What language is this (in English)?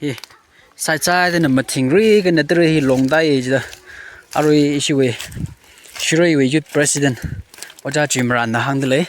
Tangkhul Naga (India)